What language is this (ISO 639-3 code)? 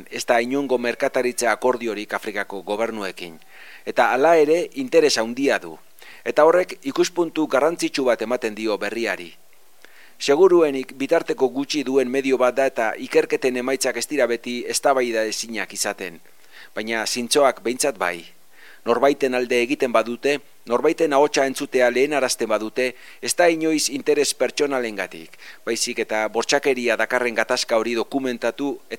eus